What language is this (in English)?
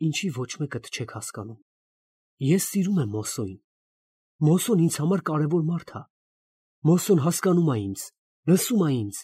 Armenian